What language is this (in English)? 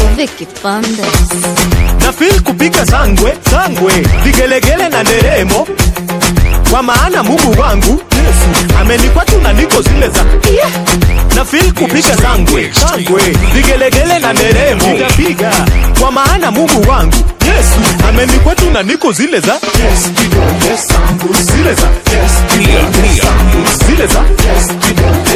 Swahili